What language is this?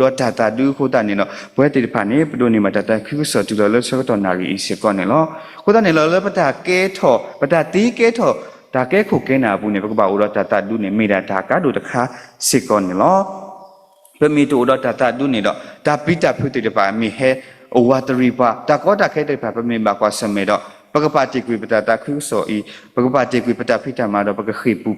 S'gaw Karen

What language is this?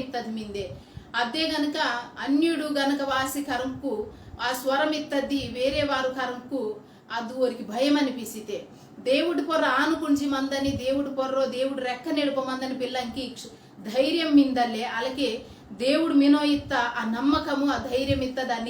Koya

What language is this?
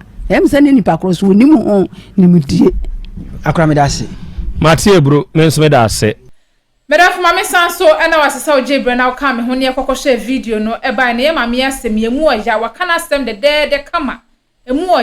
Akan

